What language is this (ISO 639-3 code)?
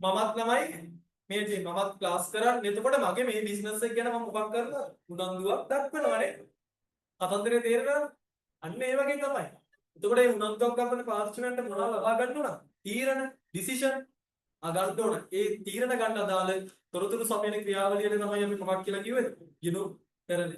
sin